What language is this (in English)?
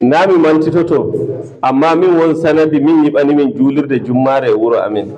Fula